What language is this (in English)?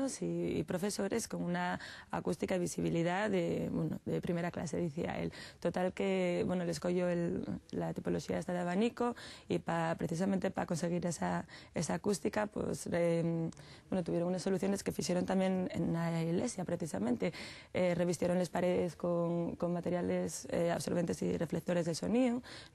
Asturian